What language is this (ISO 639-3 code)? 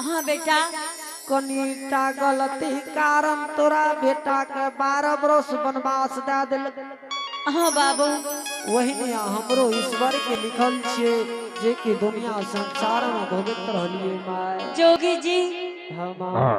anp